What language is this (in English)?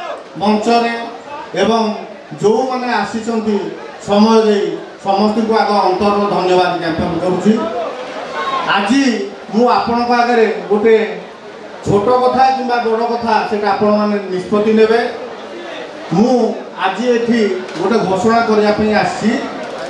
Odia